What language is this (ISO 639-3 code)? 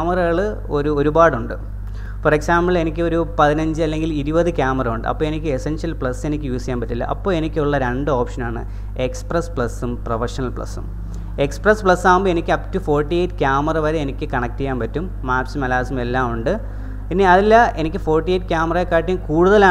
mal